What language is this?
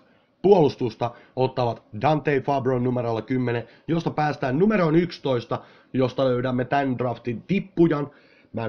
Finnish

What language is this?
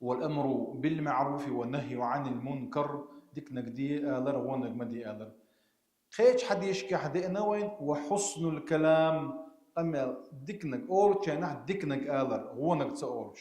Chechen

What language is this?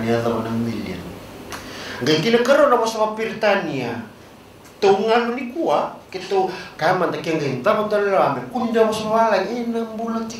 Fijian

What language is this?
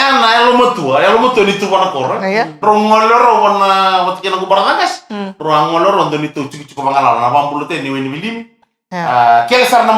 Fijian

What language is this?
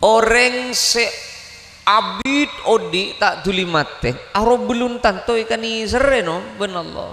Madurese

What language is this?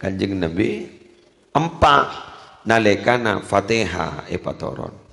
Madurese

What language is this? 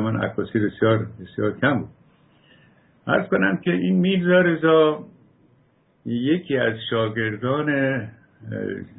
Persian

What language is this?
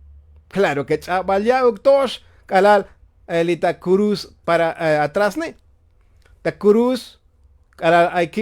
Tzotzil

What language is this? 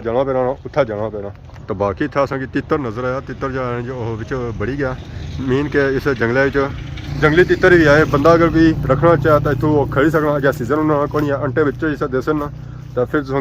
Pahari-Potwari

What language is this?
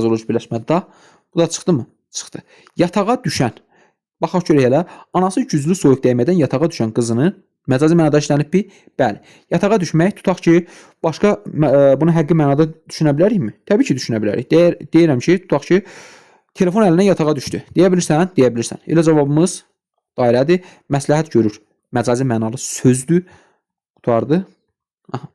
Azerbaijani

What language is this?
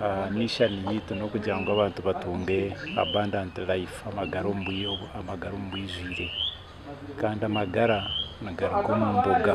Nyankole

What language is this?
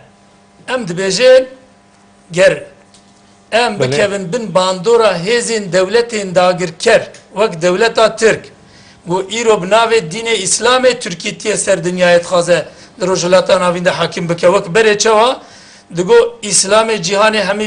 Kurdish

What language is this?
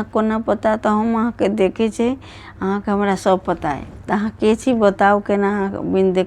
Maithili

